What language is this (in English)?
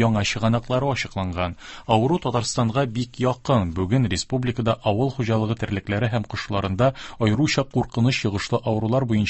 Tatar